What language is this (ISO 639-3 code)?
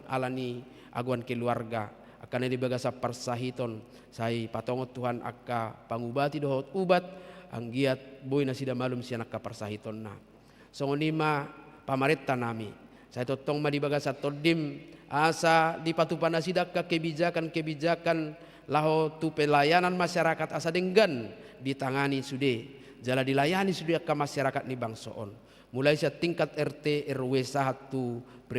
bbc